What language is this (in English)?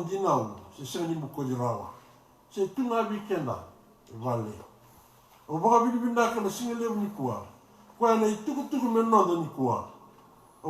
Fijian